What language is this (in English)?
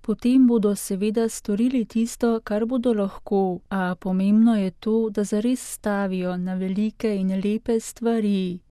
Slovenian